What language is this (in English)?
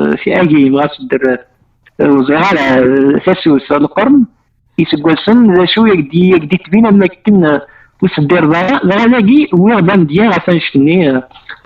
Kabyle